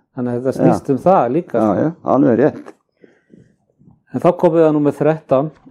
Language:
Icelandic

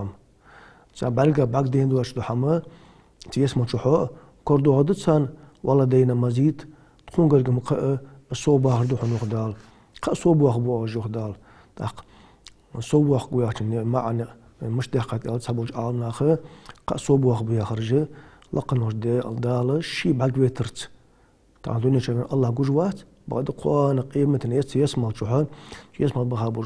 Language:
Ingush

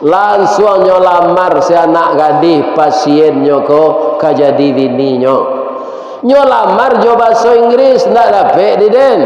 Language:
Minangkabau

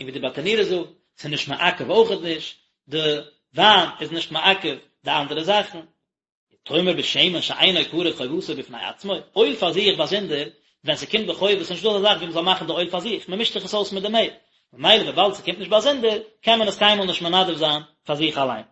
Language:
Yiddish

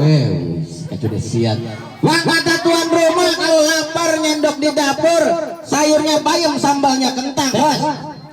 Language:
Betawi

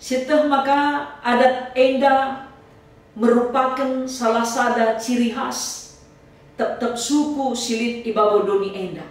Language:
Batak Karo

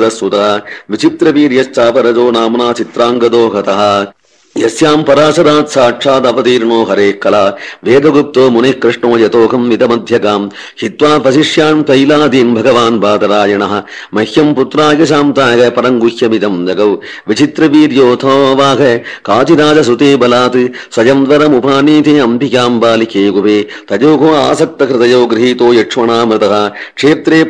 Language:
Sanskrit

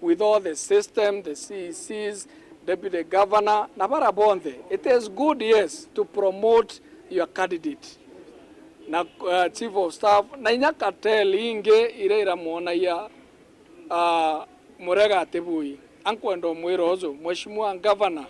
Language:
Meru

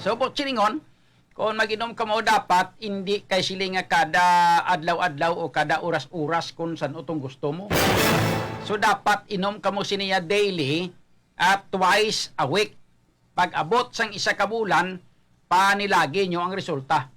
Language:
Hiligaynon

